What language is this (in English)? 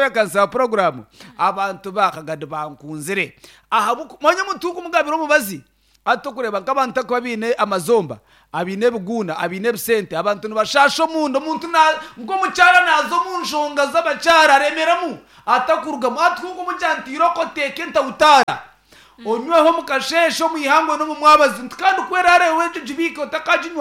Nyankole